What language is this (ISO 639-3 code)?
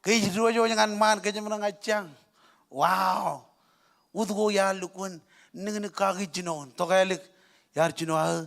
mah